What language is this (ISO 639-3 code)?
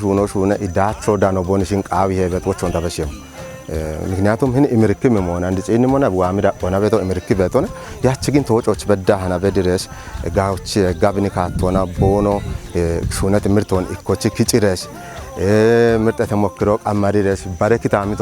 kbr